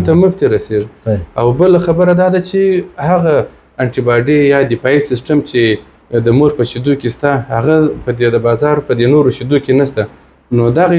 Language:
Pashto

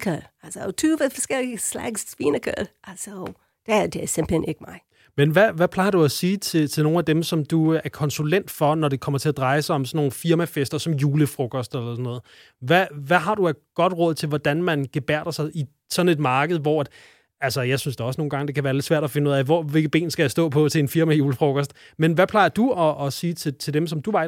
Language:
Danish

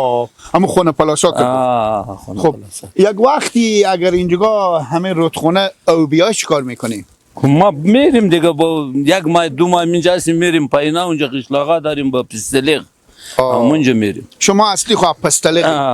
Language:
Persian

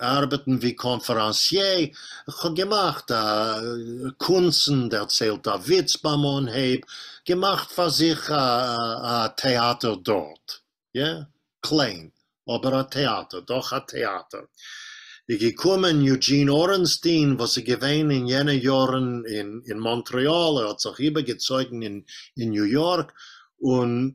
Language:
Yiddish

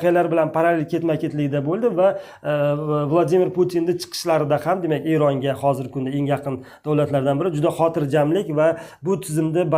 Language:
Uzbek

